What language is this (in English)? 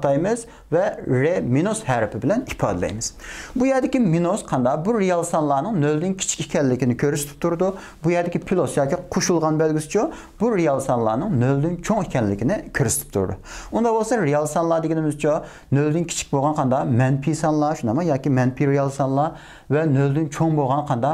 Uyghur